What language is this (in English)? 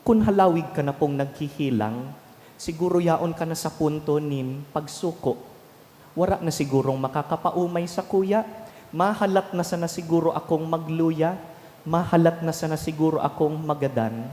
Bikol